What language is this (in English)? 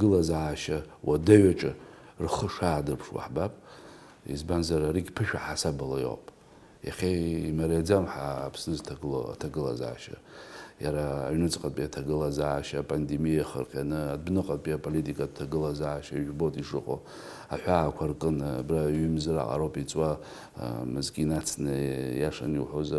Abkhazian